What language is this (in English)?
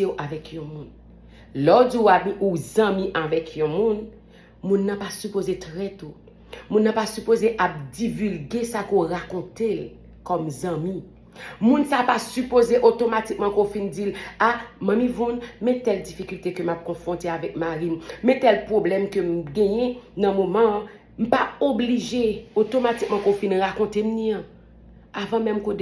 Haitian Creole